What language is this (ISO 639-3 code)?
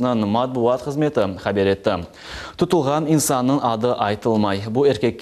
crh